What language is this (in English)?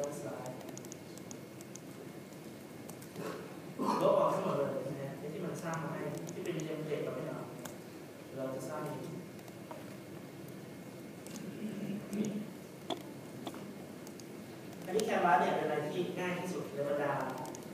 Thai